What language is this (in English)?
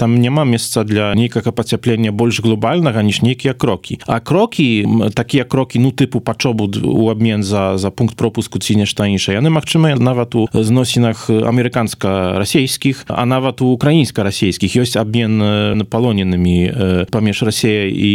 Belarusian